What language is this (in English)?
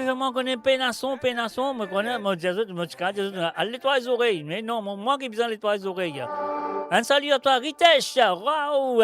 Morisyen